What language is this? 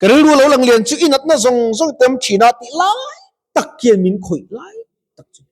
Mizo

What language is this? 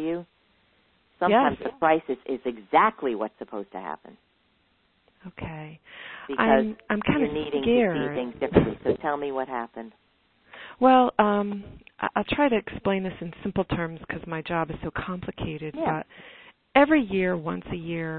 English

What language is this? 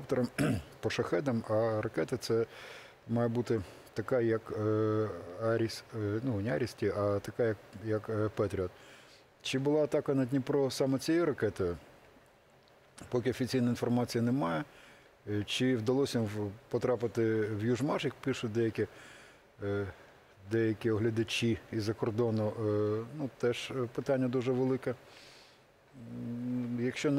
Ukrainian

